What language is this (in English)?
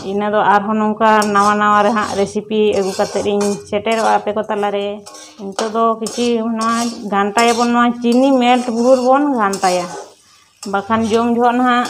Santali